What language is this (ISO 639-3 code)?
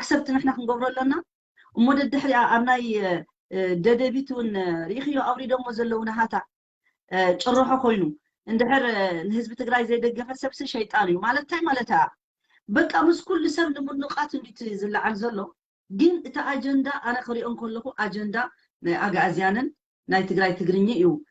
tir